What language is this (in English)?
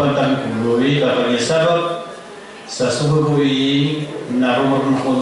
Maranao